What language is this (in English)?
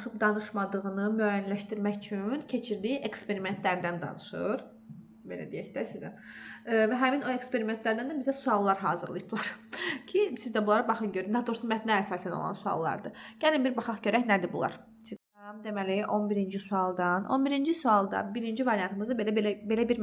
Azerbaijani